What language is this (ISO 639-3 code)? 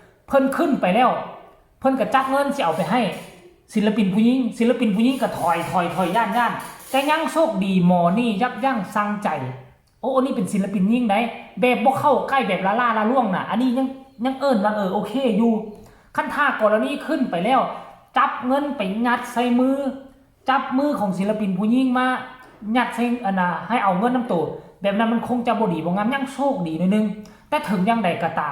tts